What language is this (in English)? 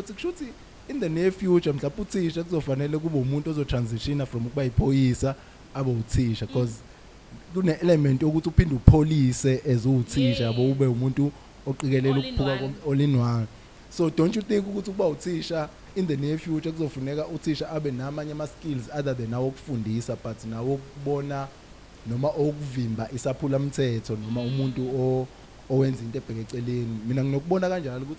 Zulu